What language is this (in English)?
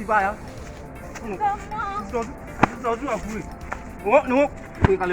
Kamba